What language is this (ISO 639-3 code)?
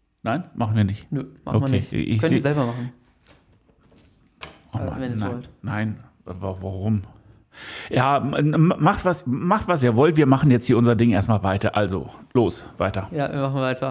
deu